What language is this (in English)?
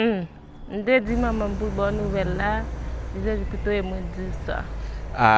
Haitian Creole